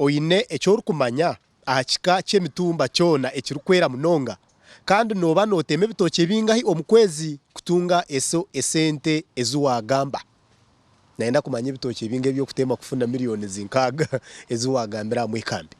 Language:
Nyankole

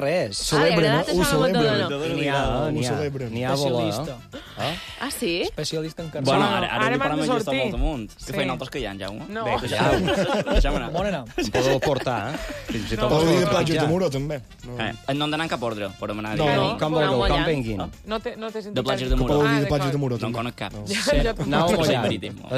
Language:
Catalan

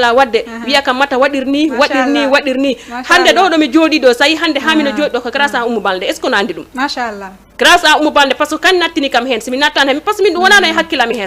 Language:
Fula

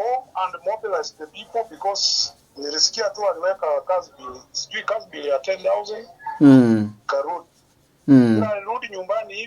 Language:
Gusii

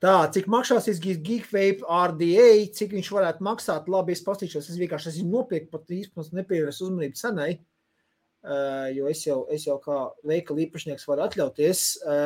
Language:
Latvian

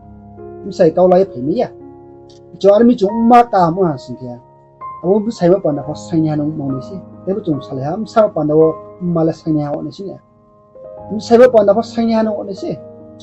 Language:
Riang (India)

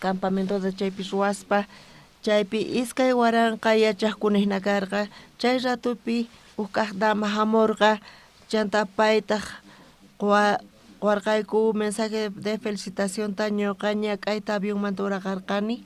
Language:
South Bolivian Quechua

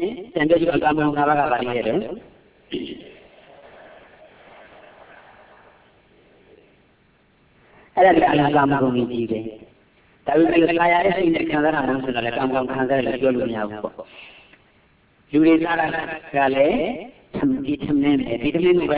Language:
Burmese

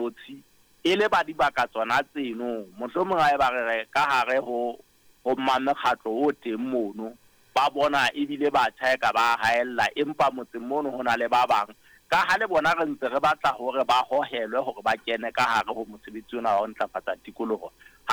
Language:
Southern Sotho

